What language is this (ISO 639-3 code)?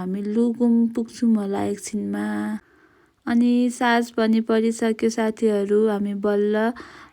nep